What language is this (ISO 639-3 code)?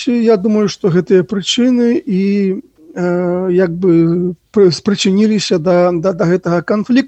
bel